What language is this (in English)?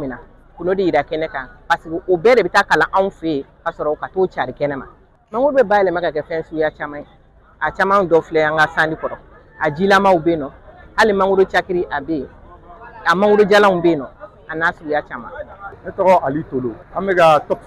Bambara